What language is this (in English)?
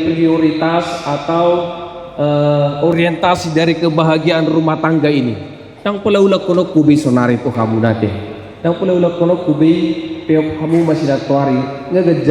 Batak Toba